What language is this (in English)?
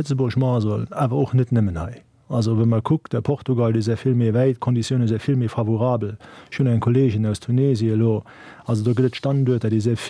Luxembourgish